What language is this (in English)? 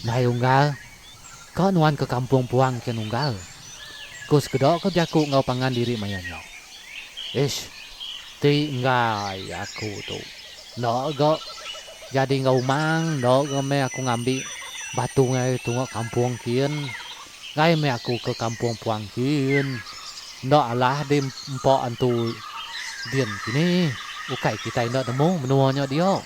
Iban